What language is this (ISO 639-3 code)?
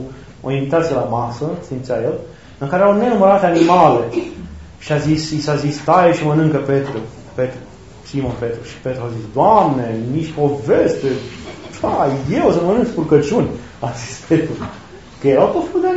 ron